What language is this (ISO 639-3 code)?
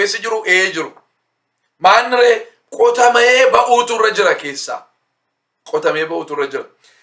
orm